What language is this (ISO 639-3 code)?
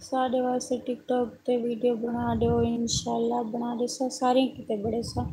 skr